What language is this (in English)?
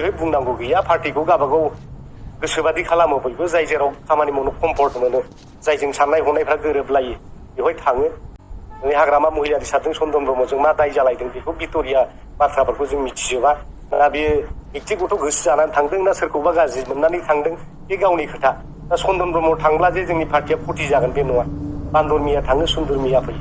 Bodo